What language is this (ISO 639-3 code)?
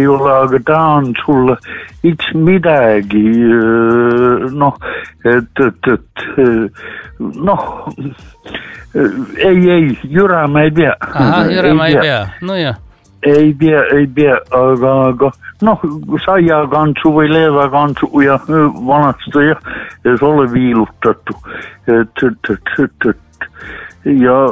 est